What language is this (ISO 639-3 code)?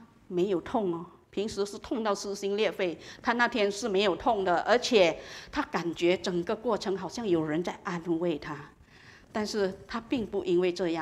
zho